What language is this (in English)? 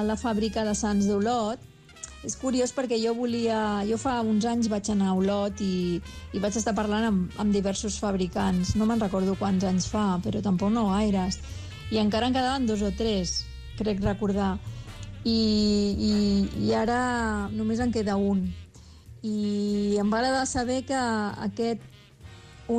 Catalan